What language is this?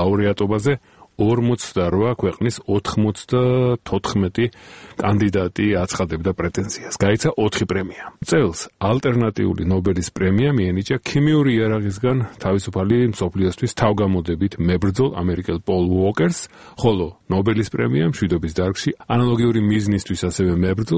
Georgian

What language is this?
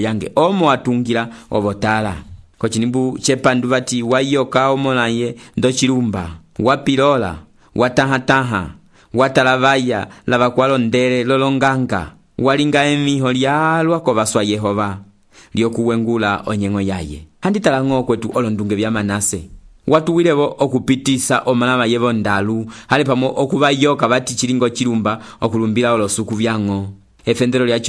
Umbundu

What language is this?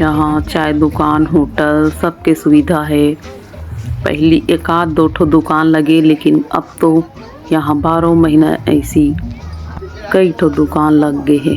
Chhattisgarhi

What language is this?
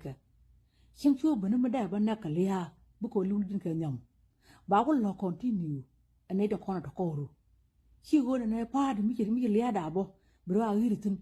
Nuer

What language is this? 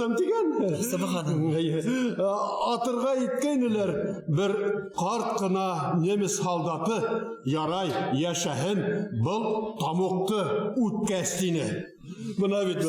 Bashkir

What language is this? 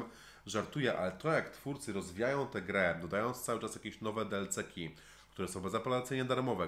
Polish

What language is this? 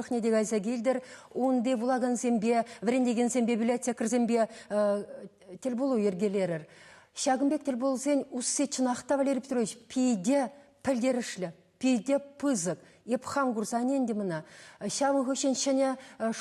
Chuvash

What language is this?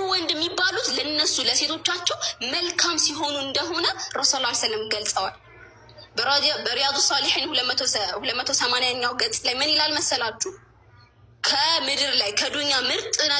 Amharic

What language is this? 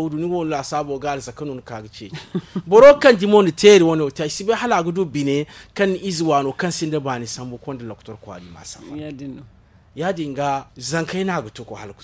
Zarma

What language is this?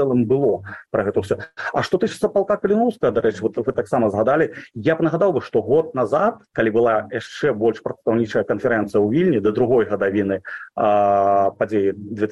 Belarusian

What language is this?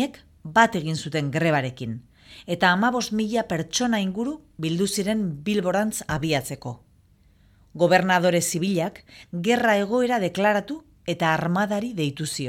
Basque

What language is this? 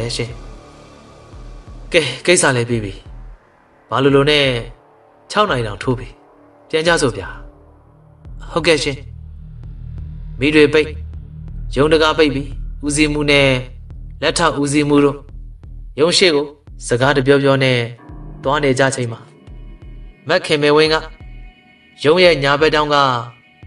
Burmese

